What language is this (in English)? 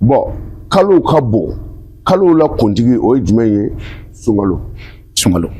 Bambara